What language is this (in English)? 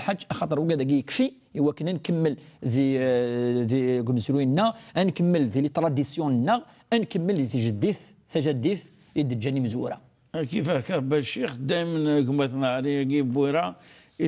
Kabyle